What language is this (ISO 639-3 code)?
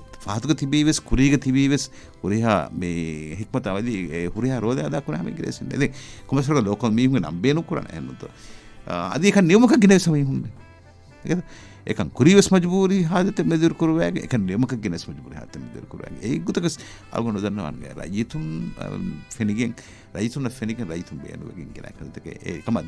div